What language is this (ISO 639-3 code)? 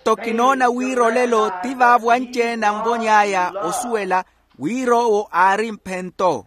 vmw